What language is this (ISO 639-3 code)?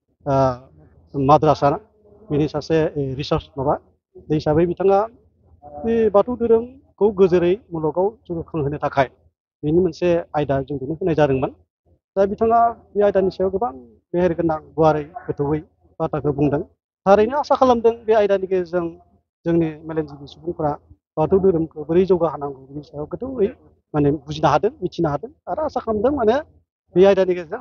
brx